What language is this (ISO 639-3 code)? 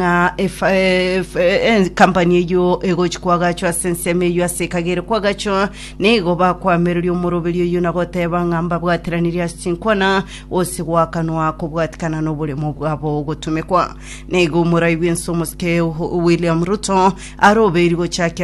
guz